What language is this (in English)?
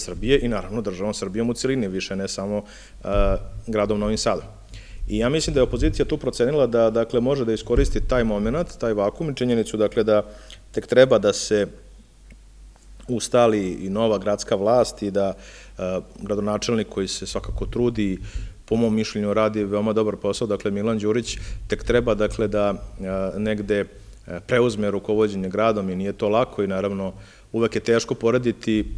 Serbian